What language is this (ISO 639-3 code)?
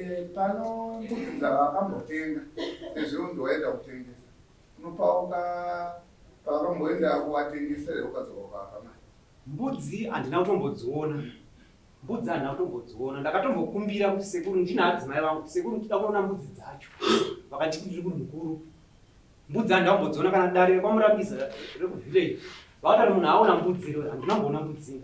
sna